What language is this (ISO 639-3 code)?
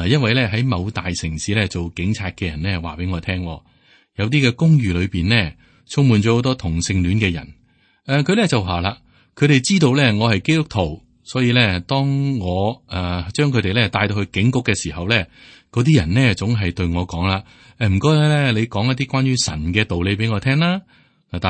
yue